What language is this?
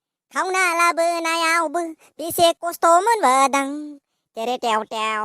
Bodo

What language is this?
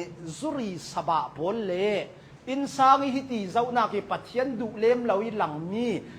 Hakha Chin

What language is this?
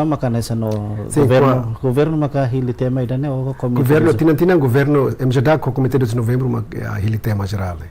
Tetum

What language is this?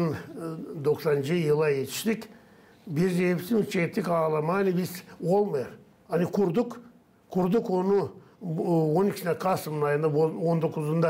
Gagauz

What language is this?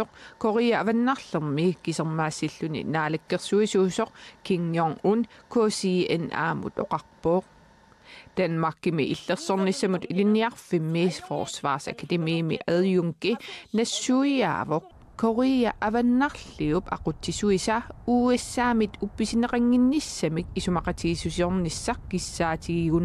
Kalaallisut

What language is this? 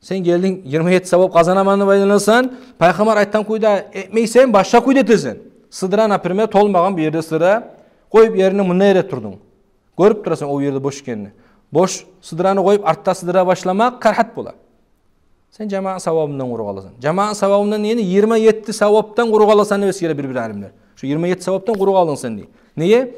Kumyk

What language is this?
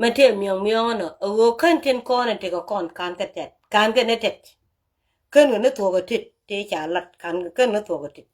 Nuer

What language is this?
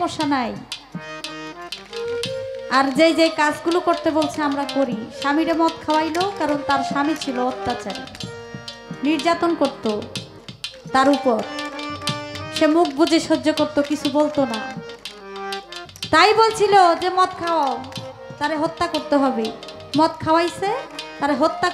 Bangla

